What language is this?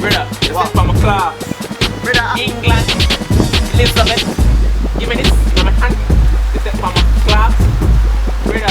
Jamaican Creole English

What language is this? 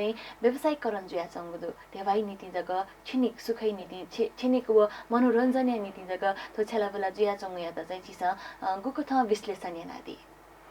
Newari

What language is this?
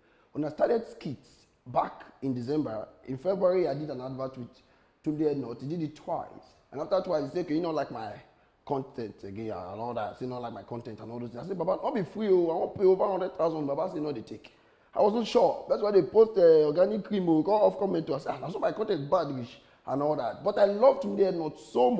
Nigerian Pidgin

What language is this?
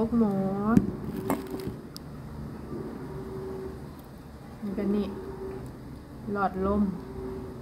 Thai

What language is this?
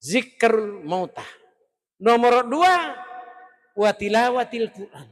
Buginese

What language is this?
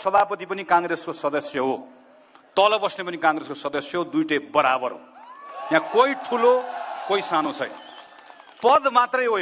Nepali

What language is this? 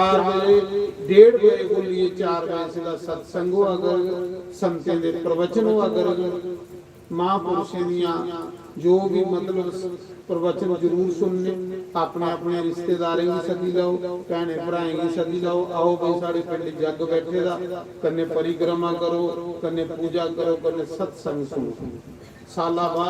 Dogri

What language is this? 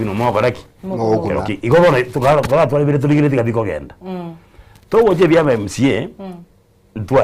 Gusii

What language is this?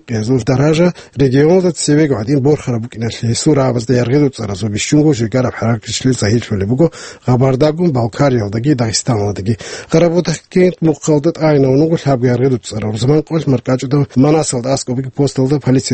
Avaric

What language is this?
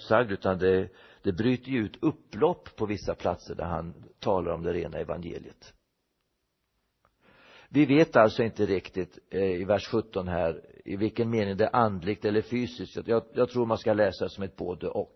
Swedish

